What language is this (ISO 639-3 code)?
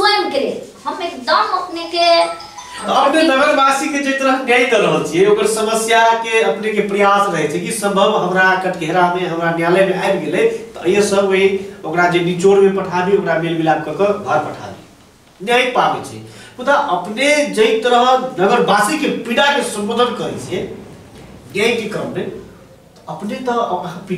mai